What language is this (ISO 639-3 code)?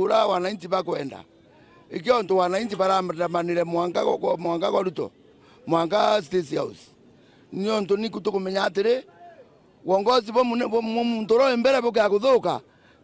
mer